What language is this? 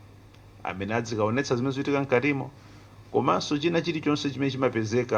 Nyanja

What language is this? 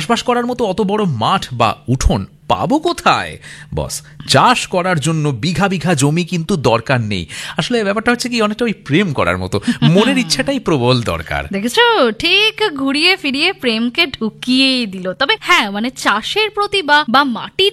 Bangla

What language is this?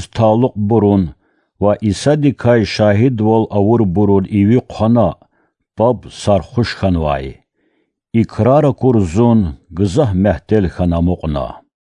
Lezghian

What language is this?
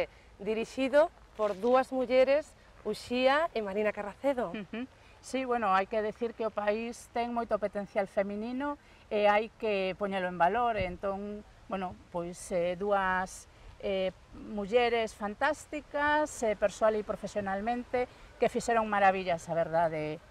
Galician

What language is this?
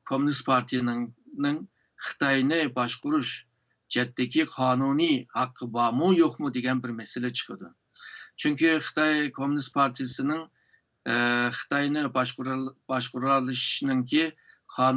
Uyghur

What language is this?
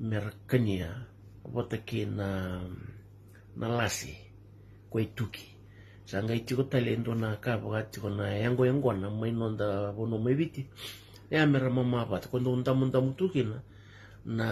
Fijian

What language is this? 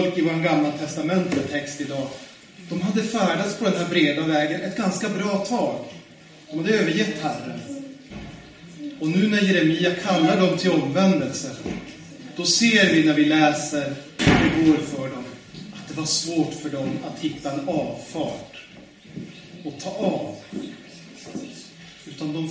Swedish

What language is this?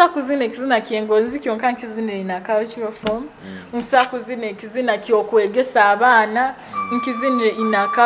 Nyoro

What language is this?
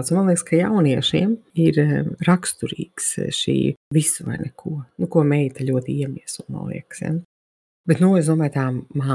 Latvian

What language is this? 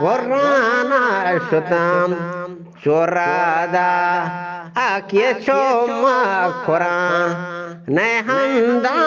Eastern Balochi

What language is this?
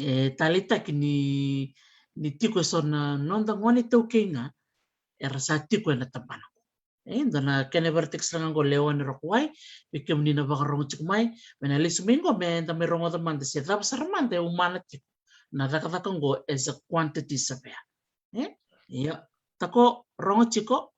Fijian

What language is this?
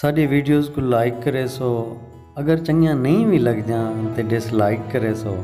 Saraiki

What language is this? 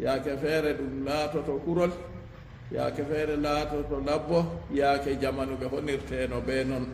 Fula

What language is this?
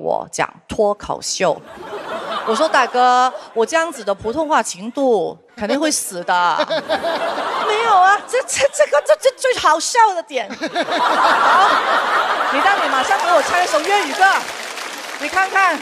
Chinese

